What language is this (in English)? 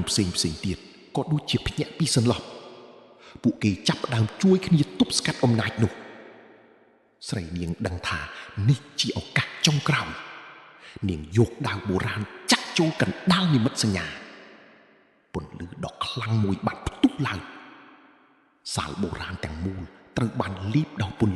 Khmer